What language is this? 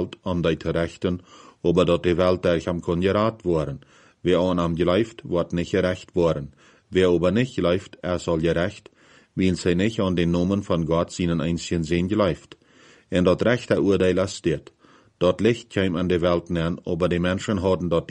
Plautdietsch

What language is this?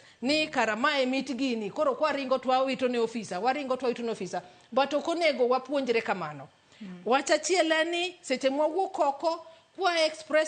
Luo (Kenya and Tanzania)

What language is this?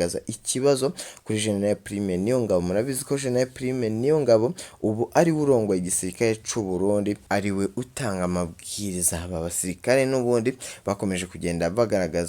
Rundi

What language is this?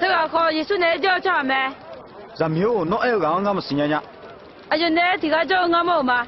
Akha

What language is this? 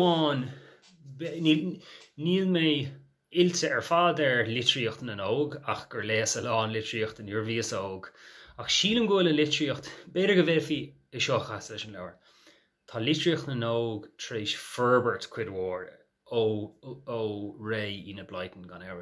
Irish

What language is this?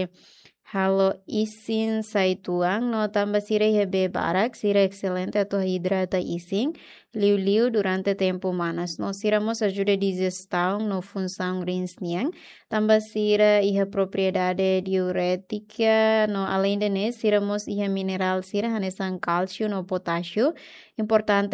Tetum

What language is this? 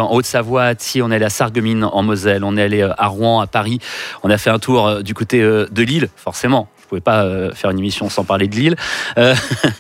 French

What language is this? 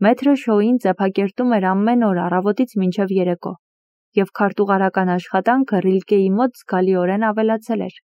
Armenian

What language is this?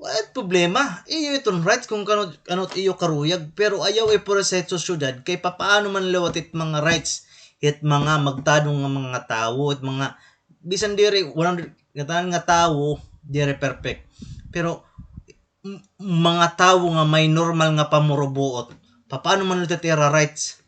Waray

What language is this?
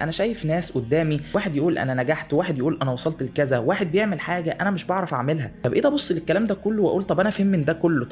Egyptian Arabic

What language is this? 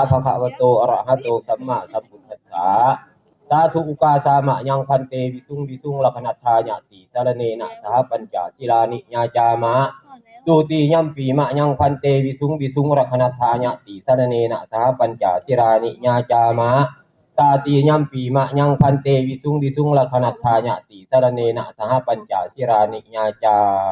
Pali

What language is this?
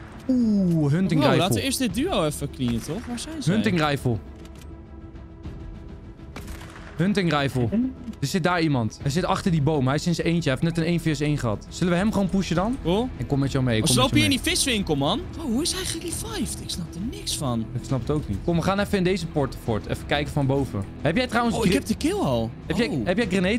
Dutch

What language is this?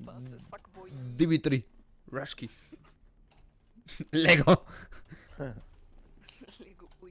Swiss German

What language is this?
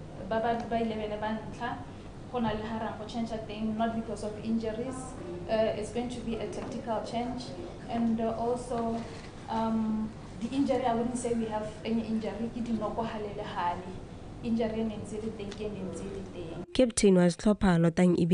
Tswana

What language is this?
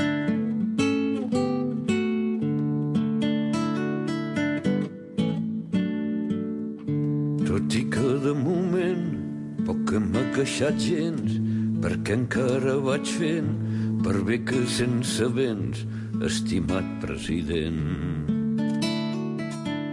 Catalan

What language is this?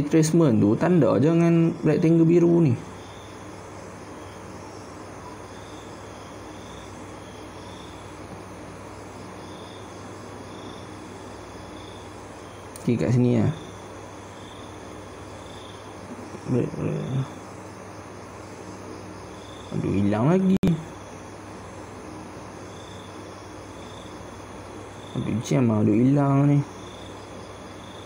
Malay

